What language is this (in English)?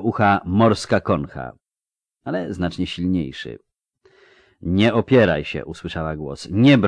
Polish